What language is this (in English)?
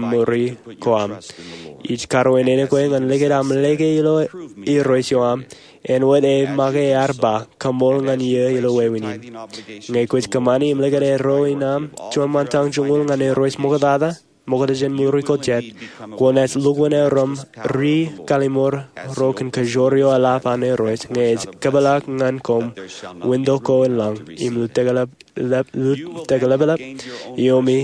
Marshallese